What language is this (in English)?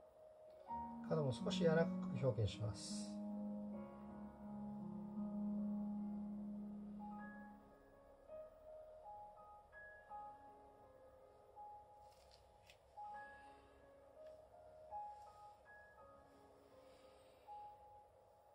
Japanese